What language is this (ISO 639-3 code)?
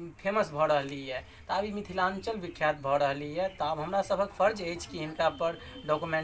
mai